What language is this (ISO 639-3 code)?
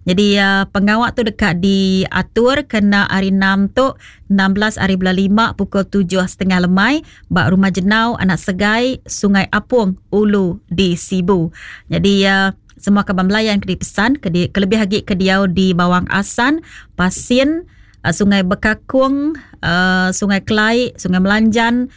iba